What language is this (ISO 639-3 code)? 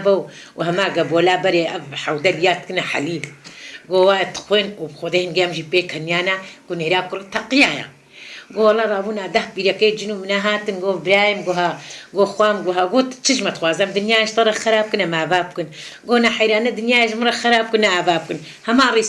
kur